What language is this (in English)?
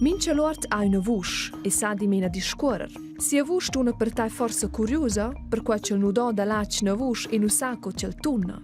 Romansh